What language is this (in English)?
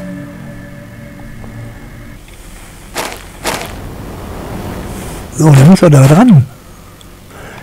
German